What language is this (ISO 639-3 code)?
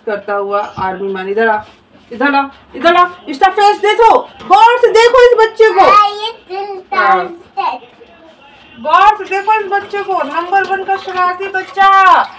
hin